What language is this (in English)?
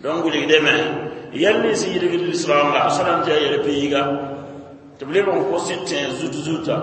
Mossi